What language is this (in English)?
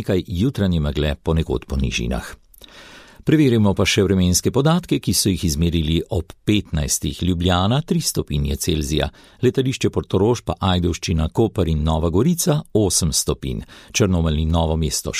Slovenian